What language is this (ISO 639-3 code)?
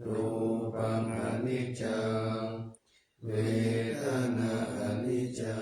pli